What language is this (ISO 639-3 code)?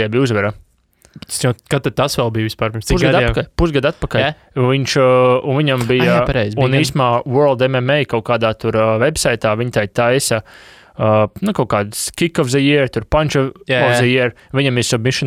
lav